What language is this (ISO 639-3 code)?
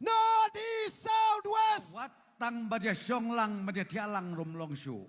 kha